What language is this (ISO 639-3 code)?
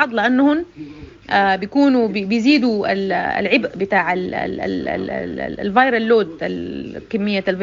apd